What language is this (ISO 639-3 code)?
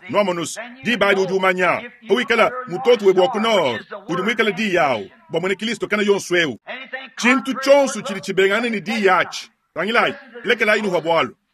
lua